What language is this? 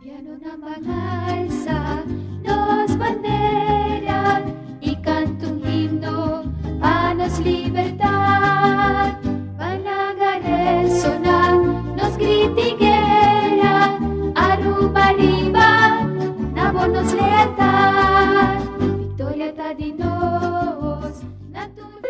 Papiamento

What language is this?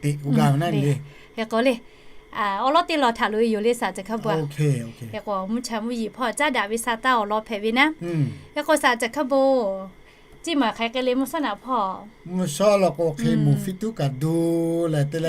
Lahu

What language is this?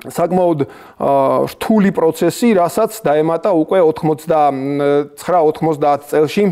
Georgian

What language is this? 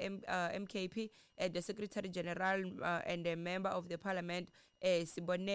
Tsonga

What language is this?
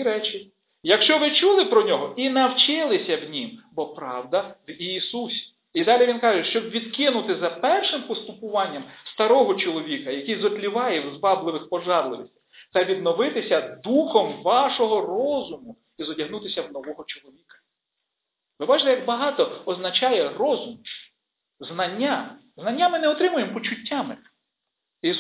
Ukrainian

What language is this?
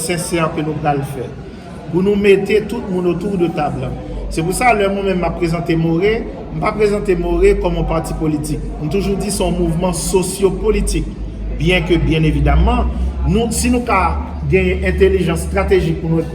Haitian Creole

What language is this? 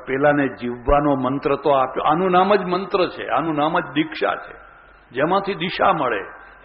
Gujarati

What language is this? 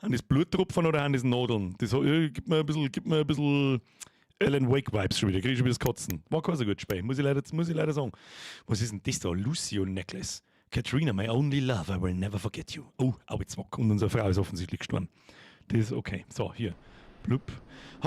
Bavarian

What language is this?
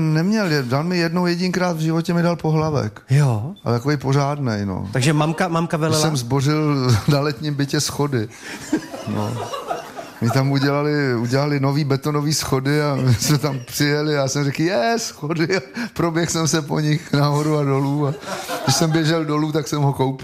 Czech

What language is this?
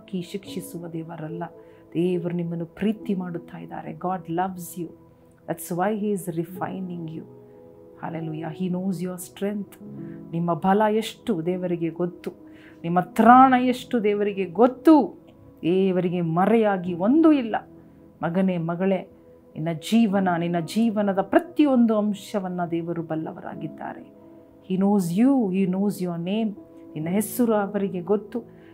Kannada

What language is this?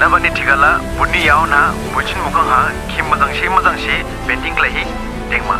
Dimasa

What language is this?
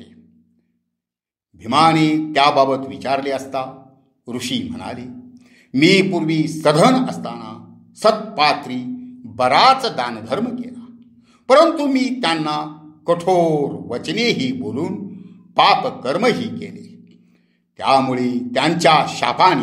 Marathi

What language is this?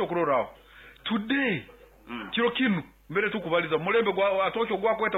Nyankole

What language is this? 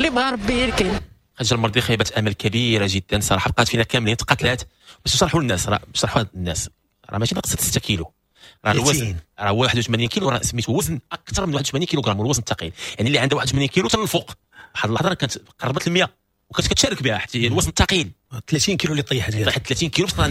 Moroccan Arabic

